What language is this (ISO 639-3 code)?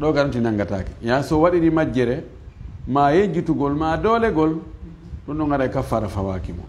ful